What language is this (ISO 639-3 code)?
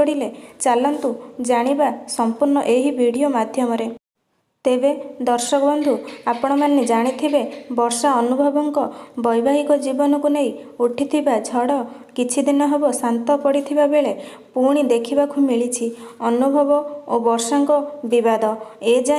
ori